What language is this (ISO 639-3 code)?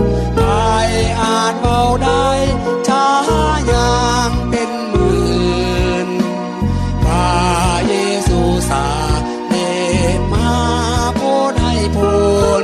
lao